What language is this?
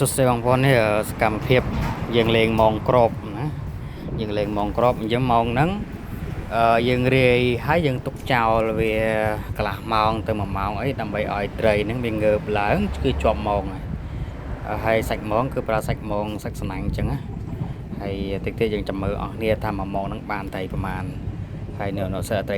Khmer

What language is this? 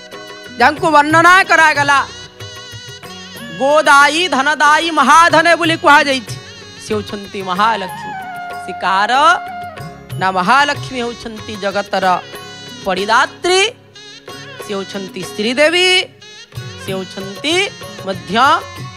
Odia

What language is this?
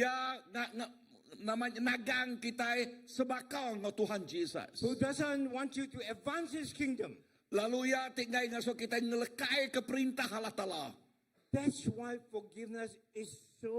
Iban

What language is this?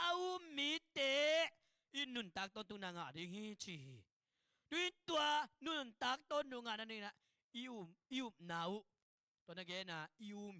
Tedim Chin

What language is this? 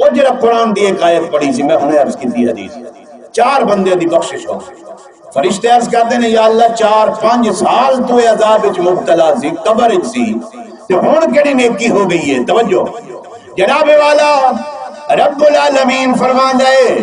Saraiki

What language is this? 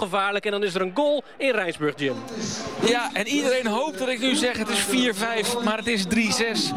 Dutch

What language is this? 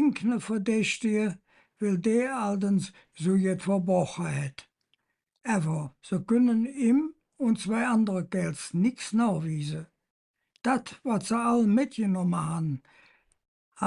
Colognian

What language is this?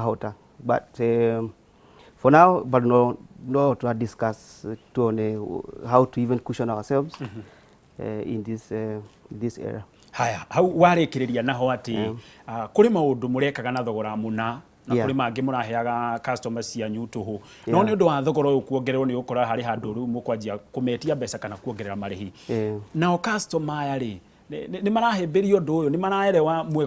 Kikuyu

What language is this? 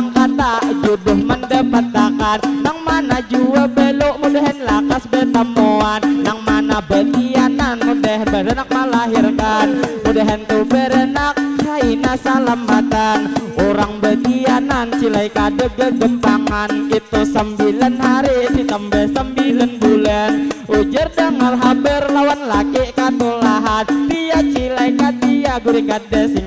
Banjar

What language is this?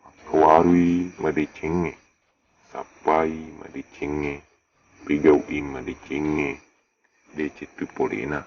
Buginese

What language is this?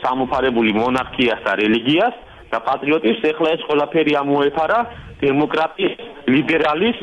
Georgian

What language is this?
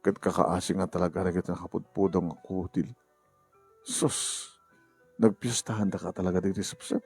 Iloko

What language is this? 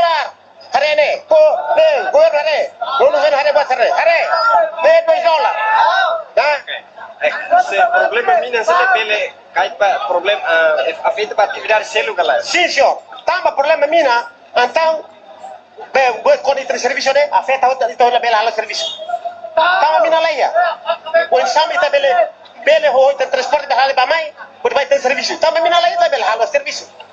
Tetum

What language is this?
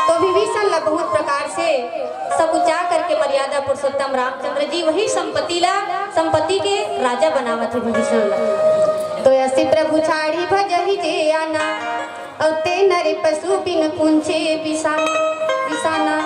Chhattisgarhi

